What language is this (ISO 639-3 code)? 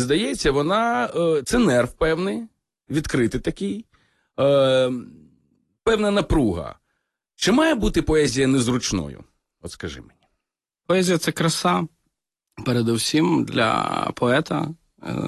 ukr